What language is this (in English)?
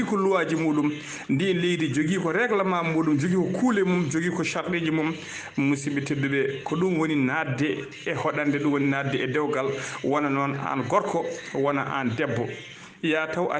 Fula